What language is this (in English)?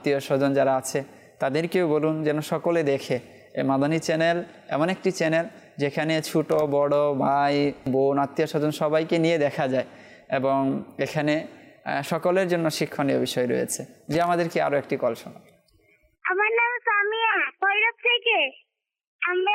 Bangla